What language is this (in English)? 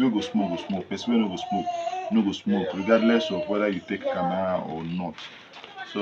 Nigerian Pidgin